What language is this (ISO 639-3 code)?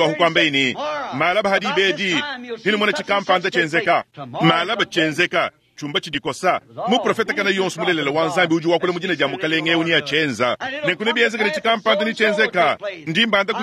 lua